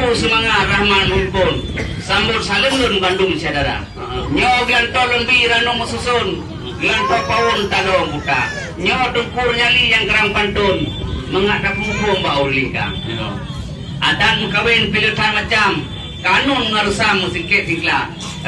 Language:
Achinese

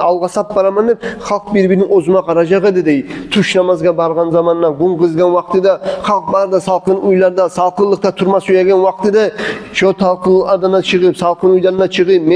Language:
Kumyk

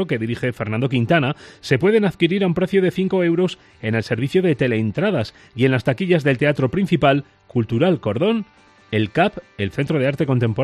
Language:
Spanish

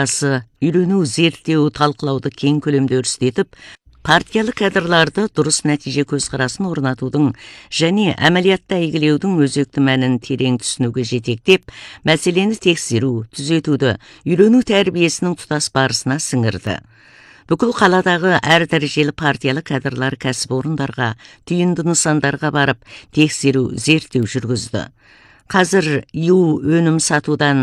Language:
Kazakh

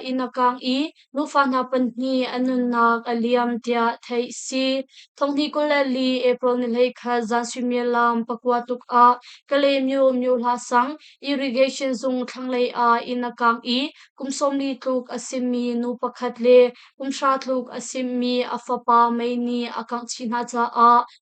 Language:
Hakha Chin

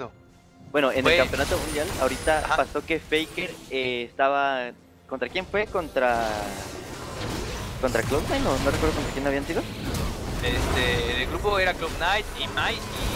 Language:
Spanish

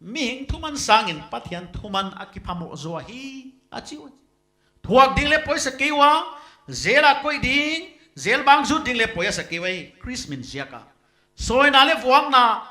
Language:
Paite Chin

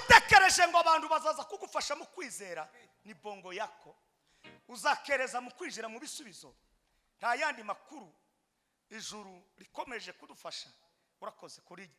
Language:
Kinyarwanda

